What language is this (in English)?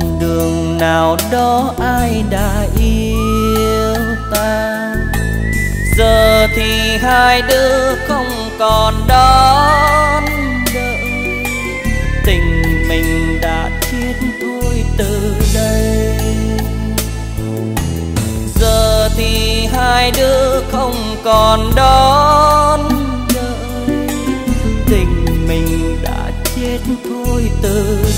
Vietnamese